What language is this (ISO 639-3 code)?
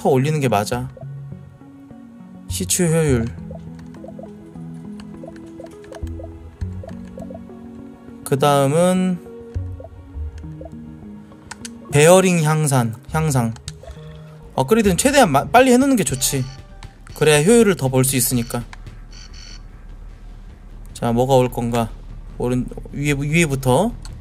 kor